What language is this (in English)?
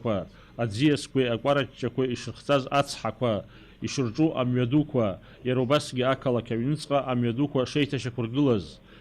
Abkhazian